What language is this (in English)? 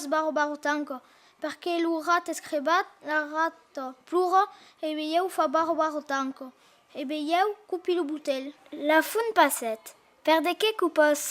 Occitan